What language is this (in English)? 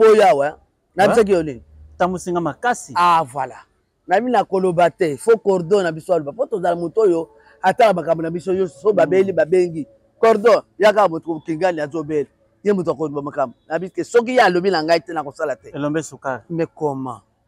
Lingala